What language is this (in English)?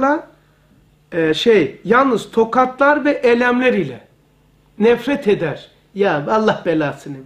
Turkish